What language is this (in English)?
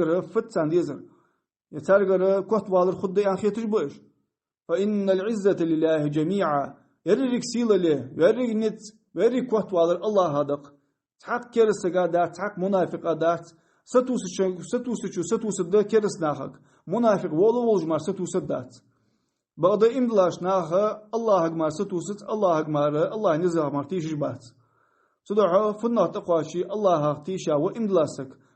Ingush